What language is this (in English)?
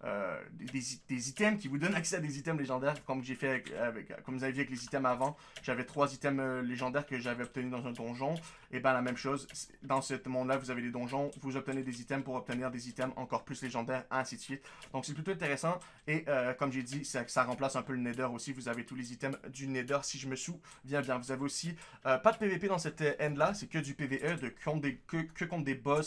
French